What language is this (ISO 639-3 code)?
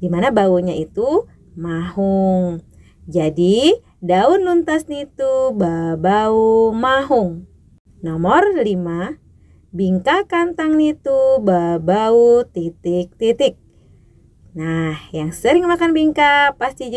bjn